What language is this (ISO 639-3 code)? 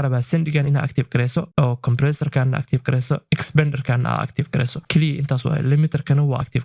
som